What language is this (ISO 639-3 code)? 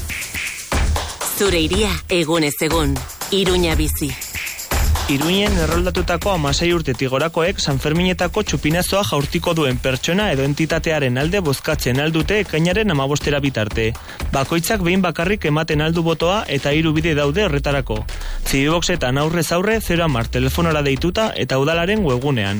eus